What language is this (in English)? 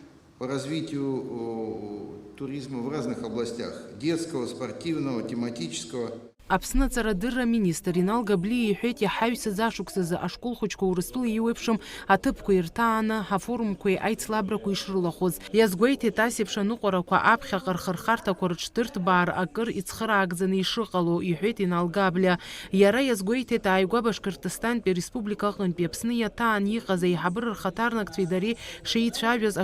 Abkhazian